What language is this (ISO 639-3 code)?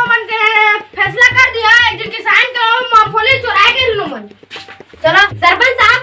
hne